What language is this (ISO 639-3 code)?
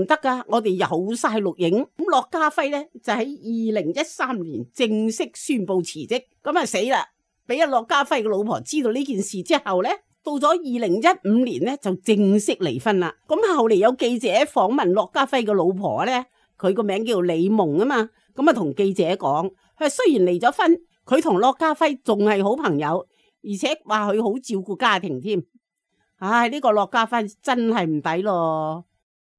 yue